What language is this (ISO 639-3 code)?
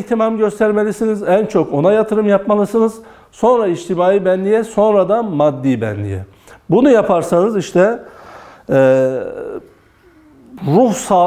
tur